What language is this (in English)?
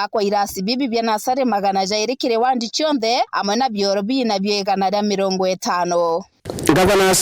Meru